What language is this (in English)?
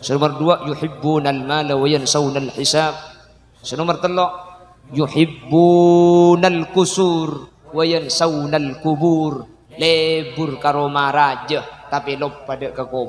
Madurese